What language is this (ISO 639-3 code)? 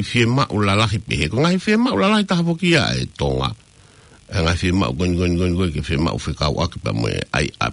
ton